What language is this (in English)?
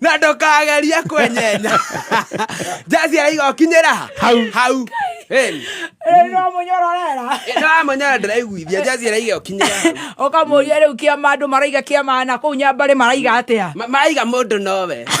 Kikuyu